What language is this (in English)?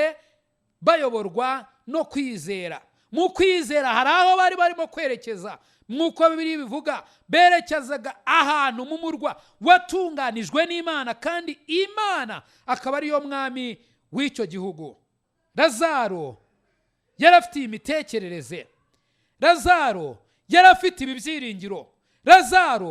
Kinyarwanda